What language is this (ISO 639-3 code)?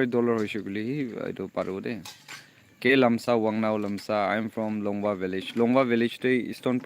nag